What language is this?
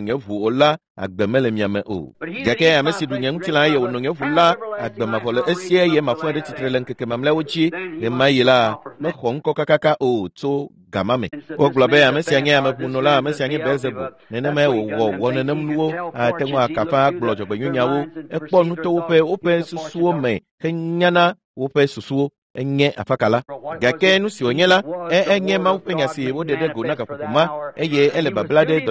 Ewe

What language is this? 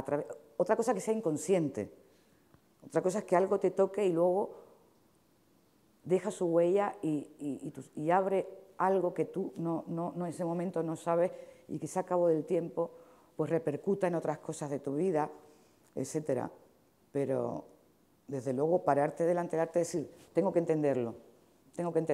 Spanish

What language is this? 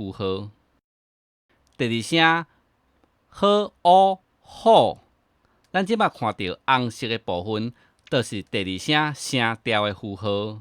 Min Nan Chinese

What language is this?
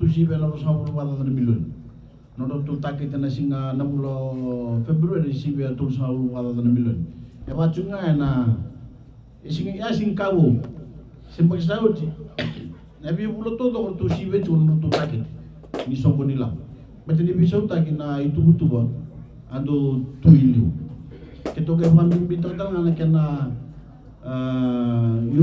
Fijian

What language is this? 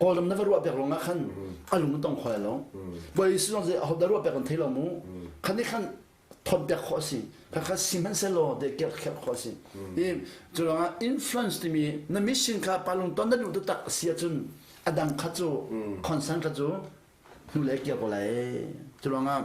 Hakha Chin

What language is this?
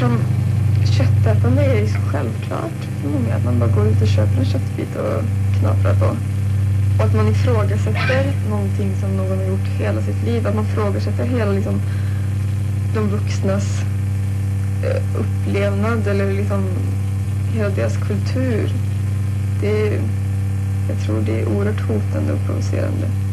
Swedish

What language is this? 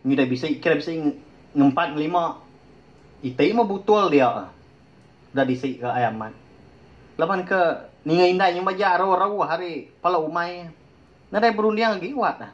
Iban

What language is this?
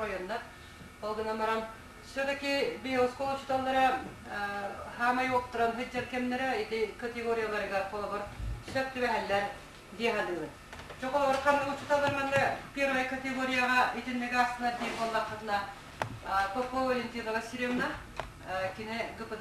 Yakut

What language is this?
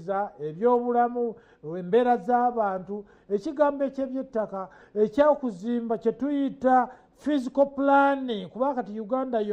Ganda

